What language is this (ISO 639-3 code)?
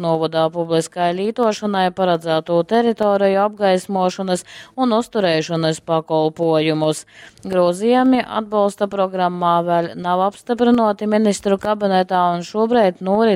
ltg